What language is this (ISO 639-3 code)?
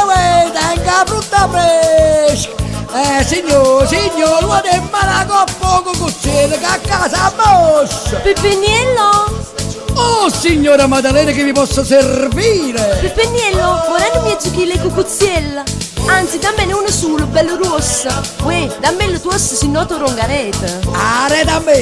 nap